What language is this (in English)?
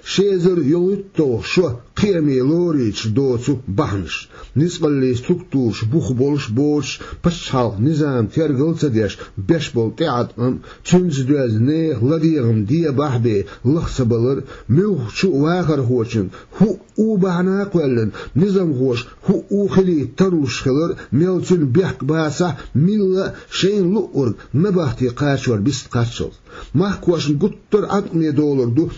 Chechen